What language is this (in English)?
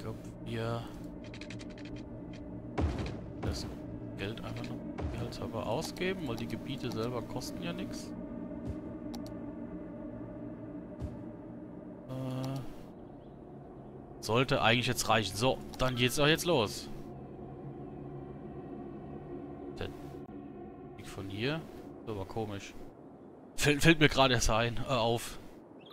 German